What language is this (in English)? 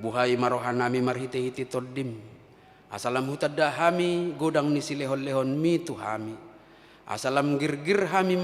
Batak Toba